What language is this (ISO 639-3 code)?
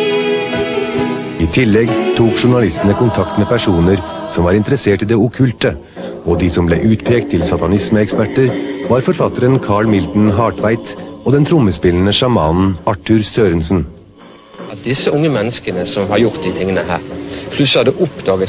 nor